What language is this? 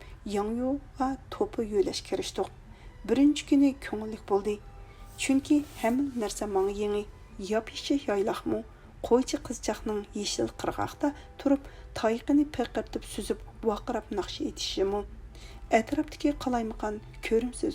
Uyghur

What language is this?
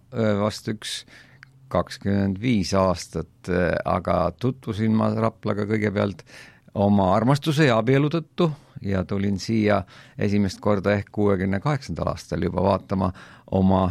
Estonian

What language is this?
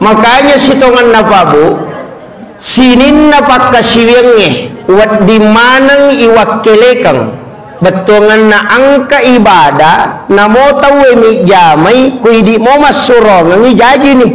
Buginese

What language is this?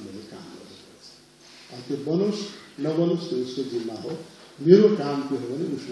Nepali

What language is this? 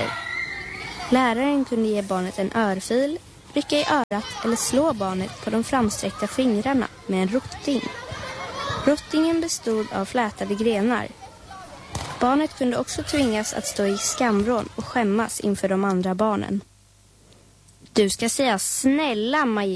Swedish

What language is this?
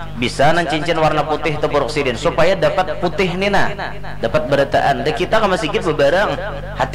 Banjar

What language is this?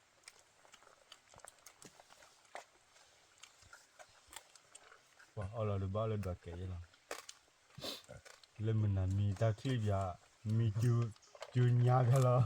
S'gaw Karen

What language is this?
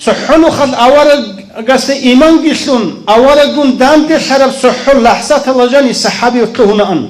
Avaric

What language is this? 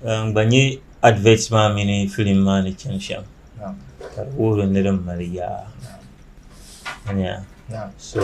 Dagbani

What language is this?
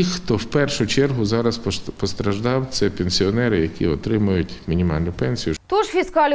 Ukrainian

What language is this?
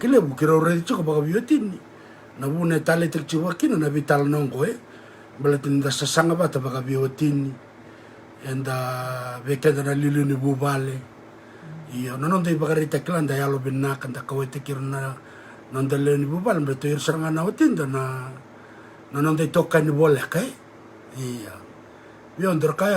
Fijian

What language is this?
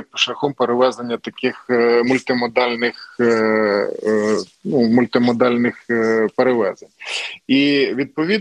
Ukrainian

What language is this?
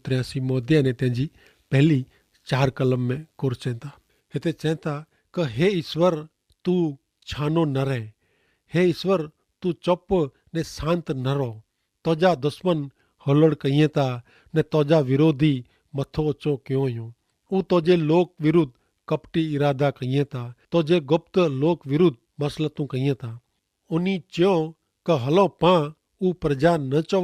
Kachhi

